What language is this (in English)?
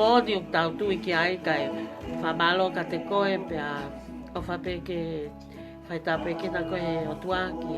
Tongan